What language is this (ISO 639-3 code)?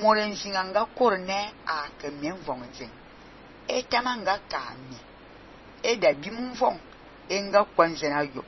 fan